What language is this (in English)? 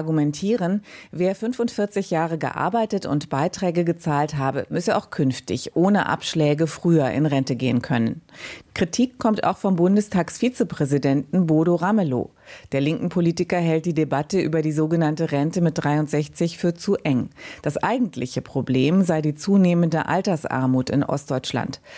German